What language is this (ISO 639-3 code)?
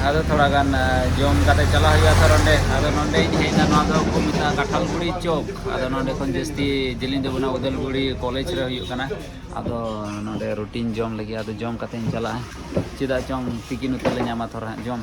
sat